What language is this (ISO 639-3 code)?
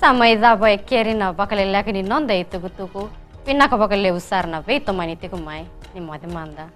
fij